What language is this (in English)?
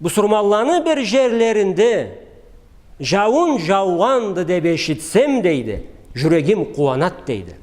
Karachay-Balkar